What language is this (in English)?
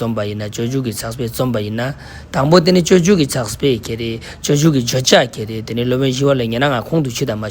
Ladakhi